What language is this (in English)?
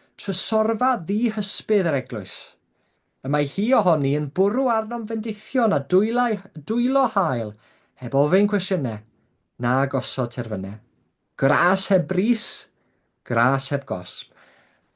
Welsh